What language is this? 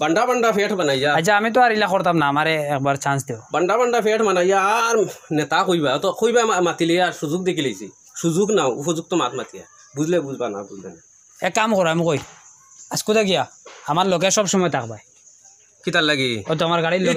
Sylheti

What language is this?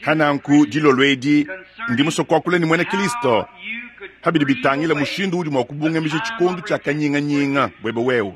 Luba-Lulua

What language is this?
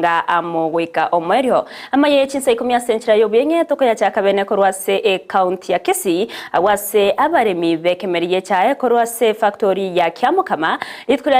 Gusii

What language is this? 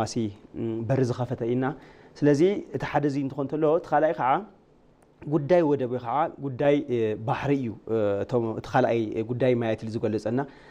Tigrinya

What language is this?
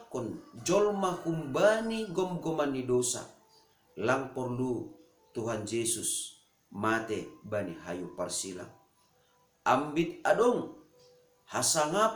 Batak Simalungun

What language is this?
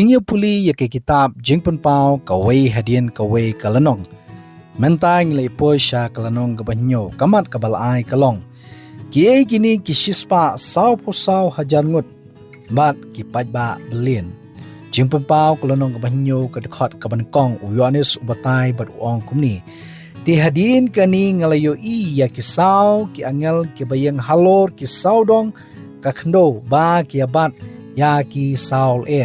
Khasi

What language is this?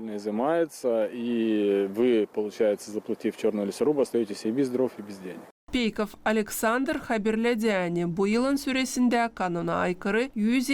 Gagauz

